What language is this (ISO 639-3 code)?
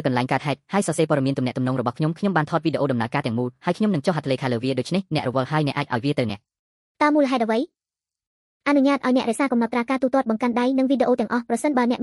khm